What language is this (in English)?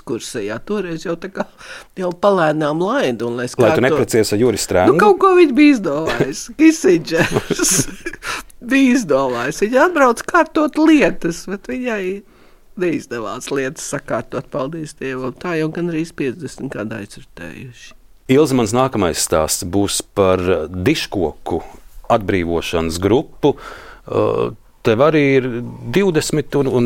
Latvian